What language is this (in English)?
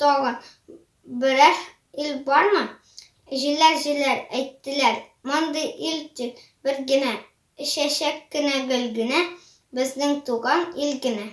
Tatar